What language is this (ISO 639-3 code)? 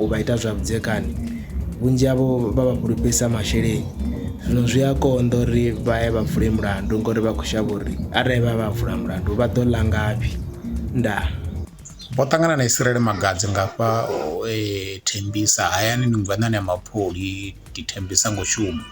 ven